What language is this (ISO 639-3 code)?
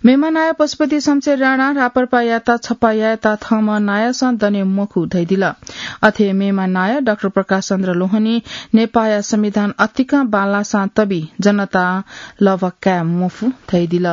new